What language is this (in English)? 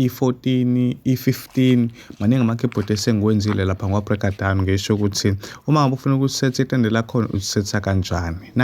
Zulu